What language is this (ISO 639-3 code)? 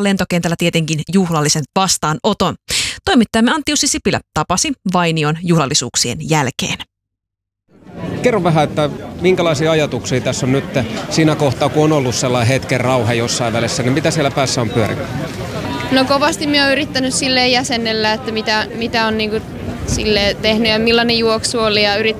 fin